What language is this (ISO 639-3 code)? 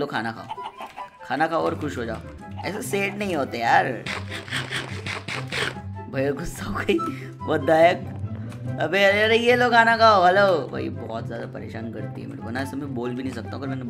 hin